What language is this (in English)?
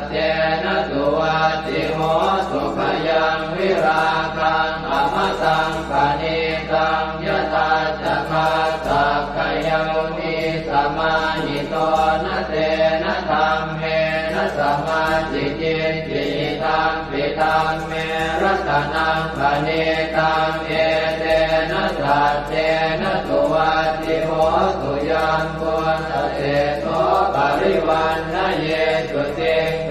Pali